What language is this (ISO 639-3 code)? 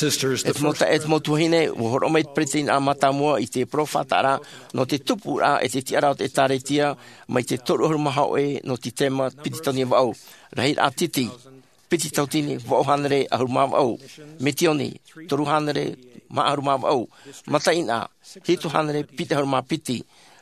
tah